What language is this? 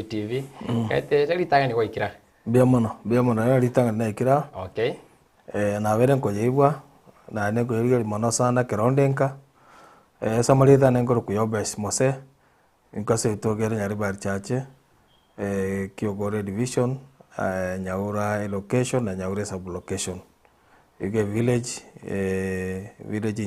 Gusii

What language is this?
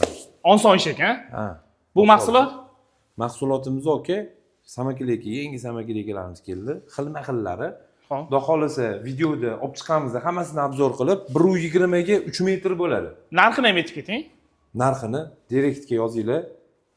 Uzbek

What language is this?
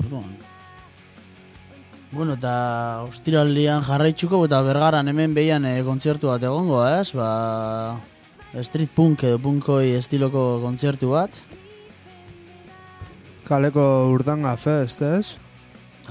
Basque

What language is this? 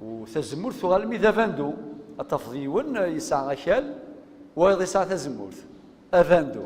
Kabyle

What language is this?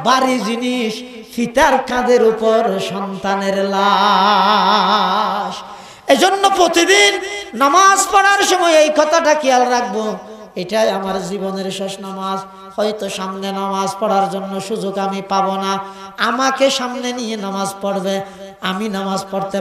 Bangla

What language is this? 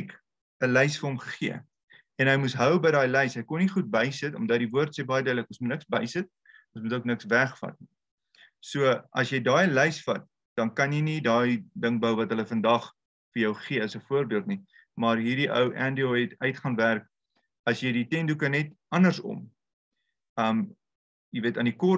Afrikaans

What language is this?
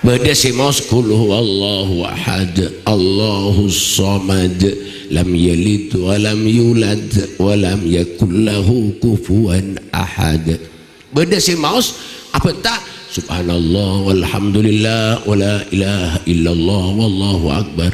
Madurese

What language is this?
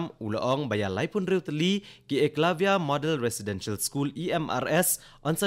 Khasi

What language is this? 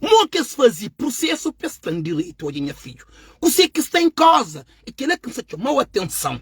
Kabuverdianu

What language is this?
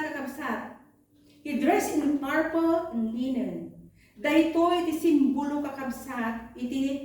Iloko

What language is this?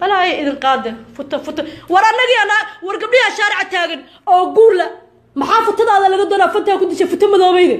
Somali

